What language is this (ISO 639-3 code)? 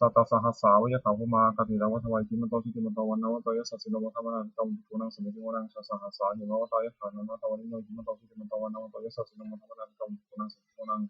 pli